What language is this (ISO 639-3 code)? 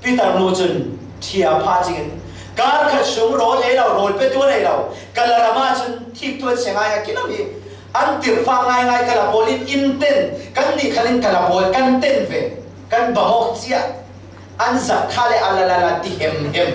cfm